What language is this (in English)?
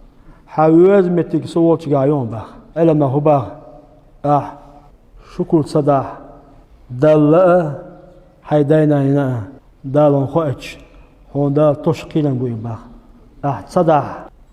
Chechen